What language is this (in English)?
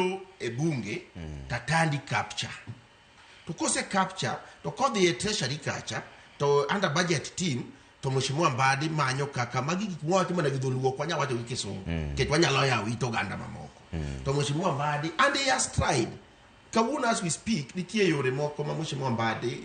Luo (Kenya and Tanzania)